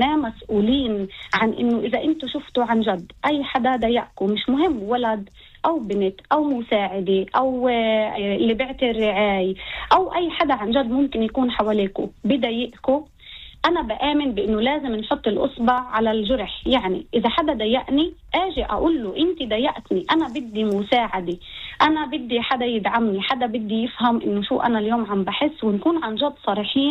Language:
North Levantine Arabic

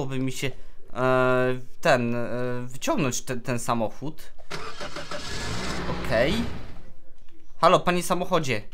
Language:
Polish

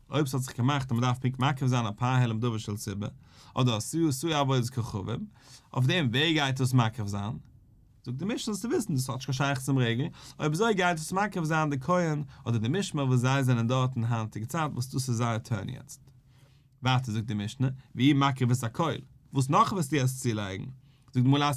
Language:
Yiddish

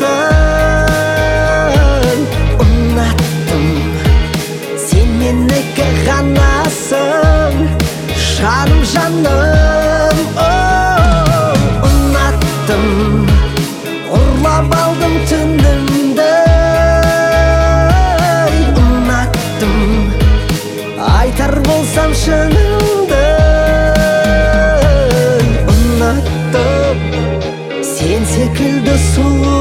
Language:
Kazakh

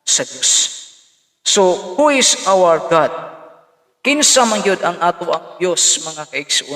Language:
Cebuano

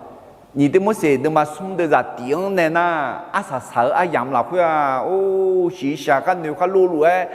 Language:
Akha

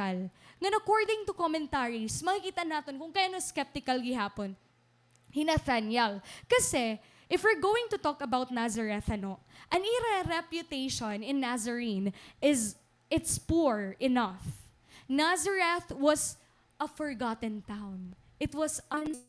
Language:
Waray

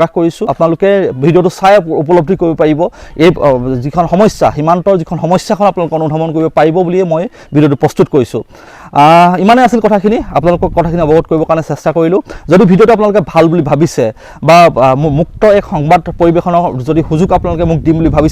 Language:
Assamese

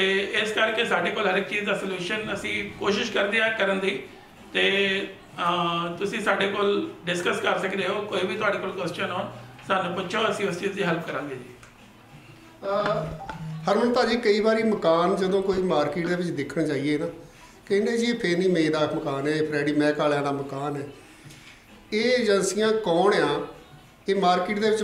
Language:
Punjabi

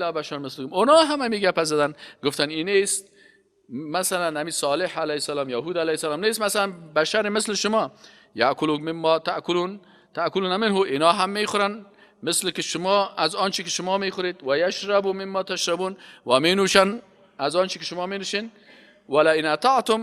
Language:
Persian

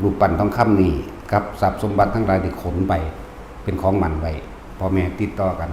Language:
Lao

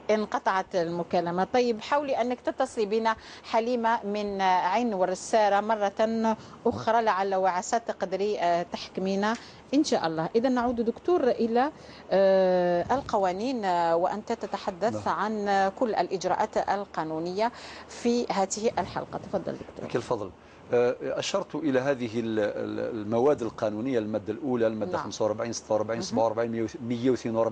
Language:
Algerian Arabic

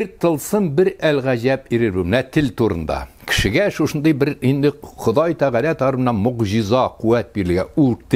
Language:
Tatar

